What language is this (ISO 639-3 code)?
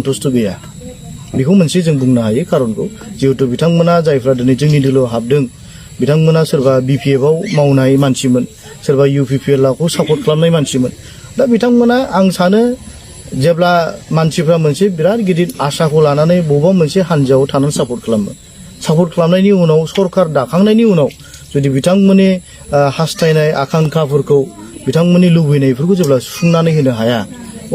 brx